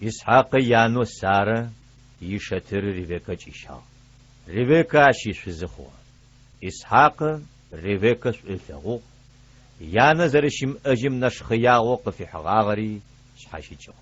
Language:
Adyghe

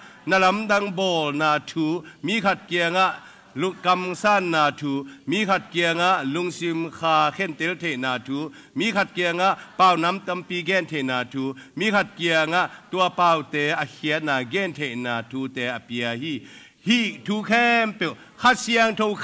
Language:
Tedim Chin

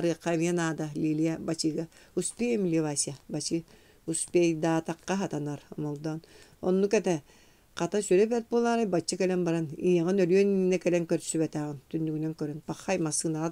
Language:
Yakut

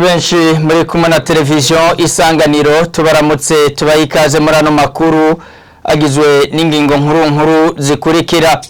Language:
Rundi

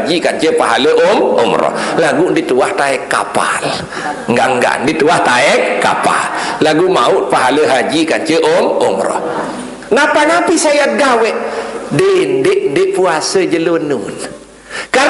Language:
Sasak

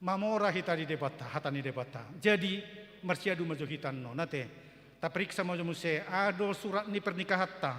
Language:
Batak Toba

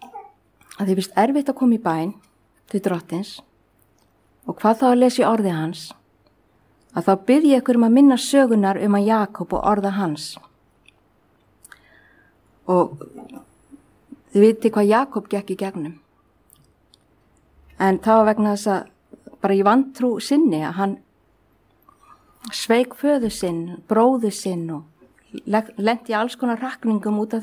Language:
Icelandic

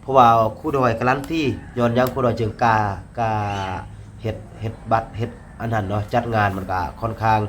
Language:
Lao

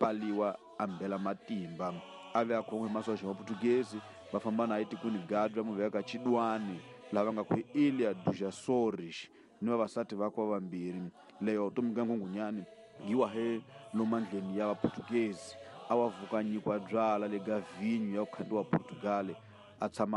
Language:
Tsonga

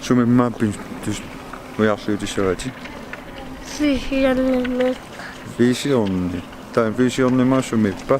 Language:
Kalaallisut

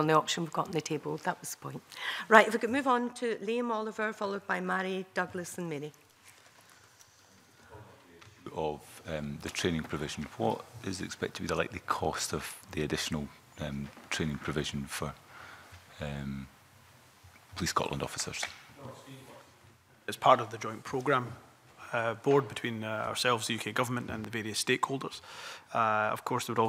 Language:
English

